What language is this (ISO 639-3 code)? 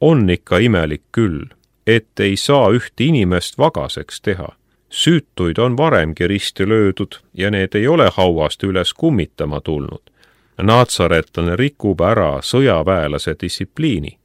est